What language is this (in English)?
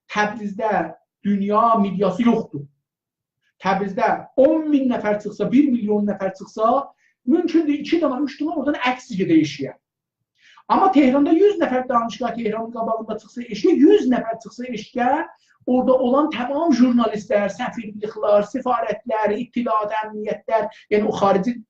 South Azerbaijani